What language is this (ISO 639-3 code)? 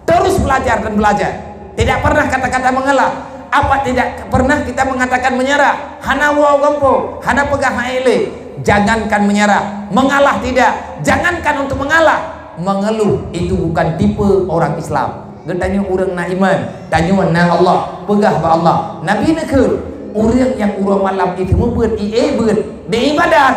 ace